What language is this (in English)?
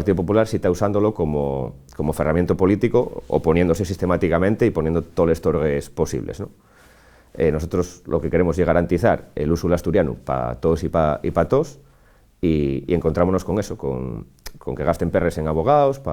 Asturian